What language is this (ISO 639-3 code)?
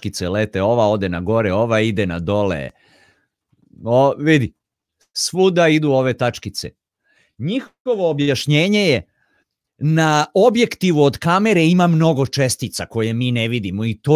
srp